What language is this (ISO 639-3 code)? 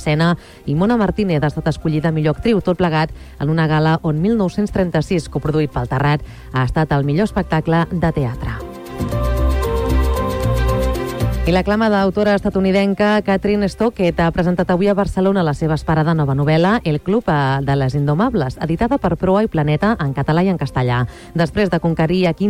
cat